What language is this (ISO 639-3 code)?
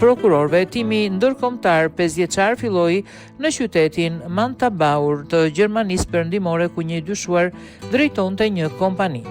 sqi